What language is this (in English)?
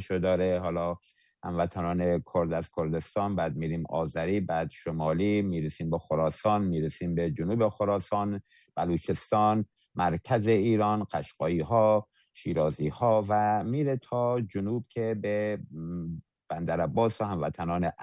Persian